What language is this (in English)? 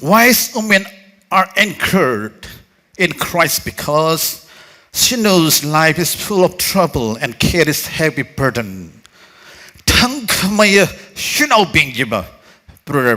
Tangkhul Naga (India)